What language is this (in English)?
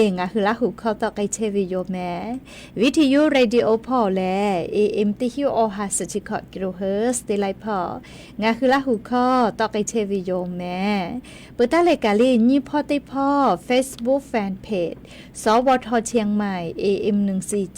Lahu